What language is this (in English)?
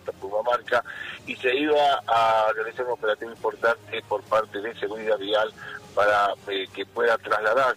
Spanish